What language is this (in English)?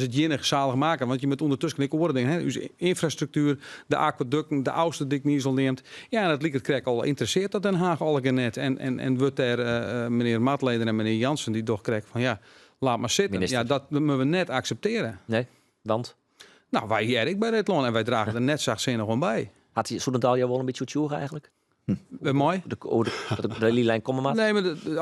Western Frisian